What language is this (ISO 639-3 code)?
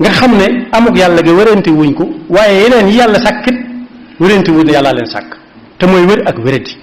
wol